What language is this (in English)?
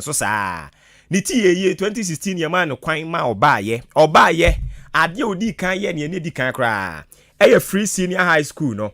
Akan